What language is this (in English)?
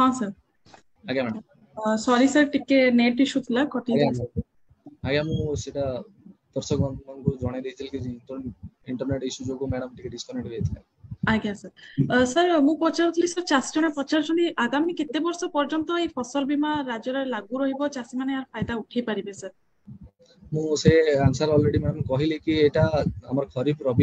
Odia